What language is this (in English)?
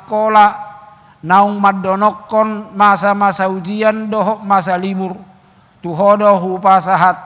Batak Toba